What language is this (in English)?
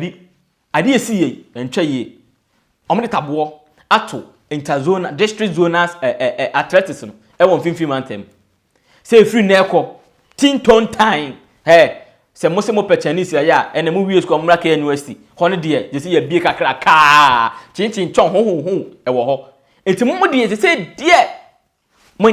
Akan